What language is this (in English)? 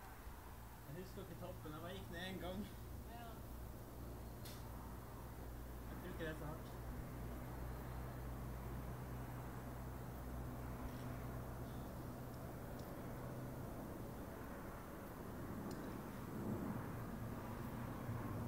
Norwegian